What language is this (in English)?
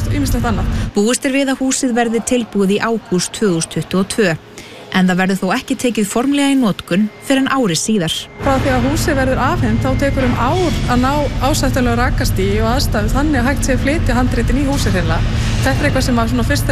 Icelandic